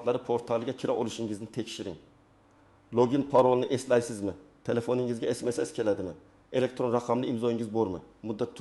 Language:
Uzbek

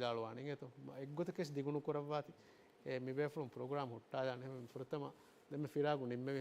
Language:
Divehi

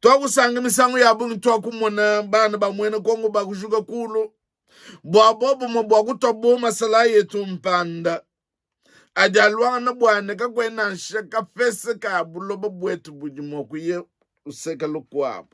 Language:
Luba-Lulua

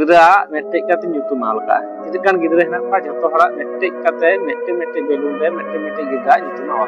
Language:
Santali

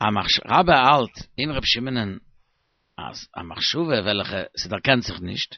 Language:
Yiddish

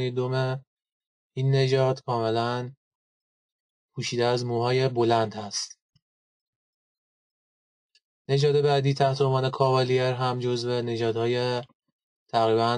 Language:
Persian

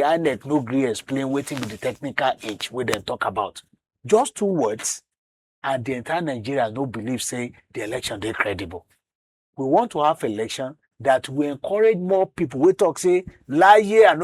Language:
Nigerian Pidgin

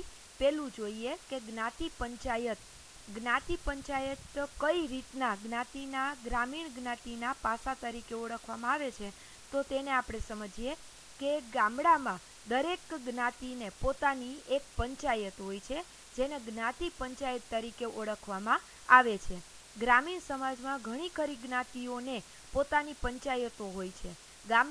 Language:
Gujarati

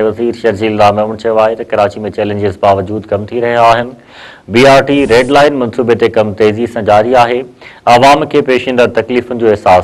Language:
Sindhi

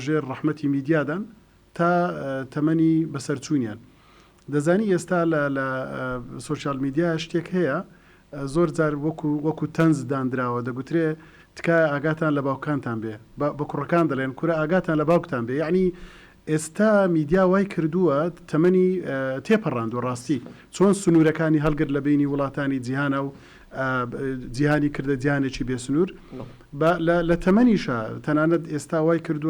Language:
Central Kurdish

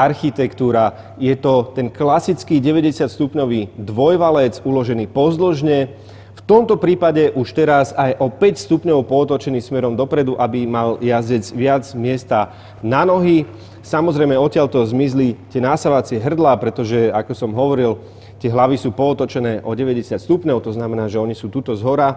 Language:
Slovak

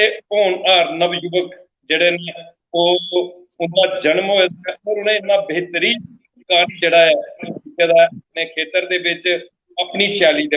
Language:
Dogri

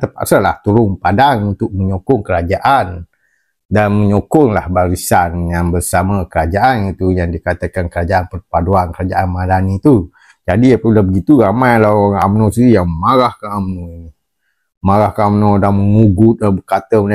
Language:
Malay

